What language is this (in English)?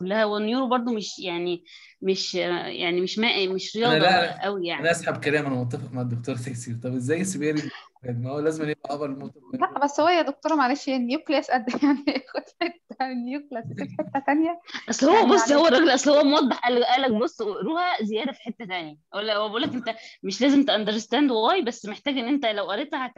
Egyptian Arabic